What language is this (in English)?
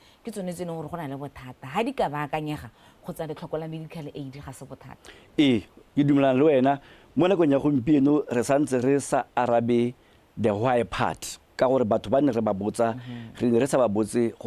Tswana